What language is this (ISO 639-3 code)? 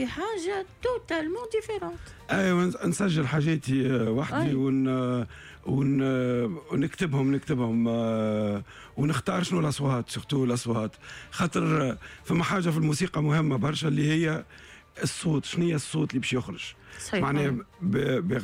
aeb